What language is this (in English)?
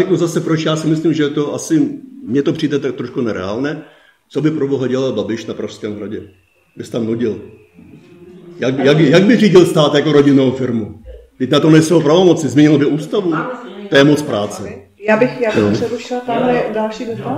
Czech